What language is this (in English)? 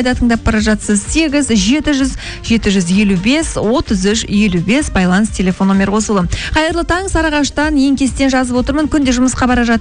Kazakh